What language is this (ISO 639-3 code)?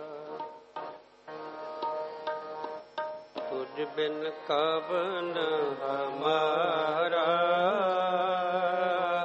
pan